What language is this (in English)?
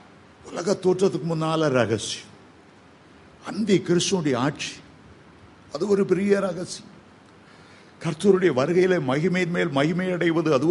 Tamil